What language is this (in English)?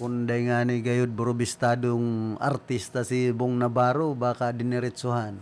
Bikol